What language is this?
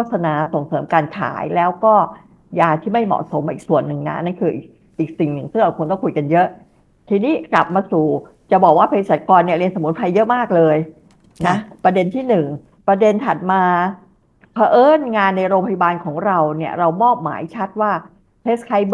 Thai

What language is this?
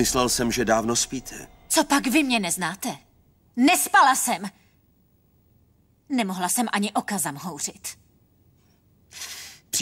Czech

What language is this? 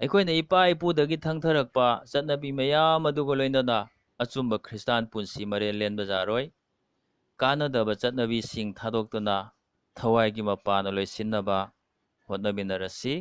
Manipuri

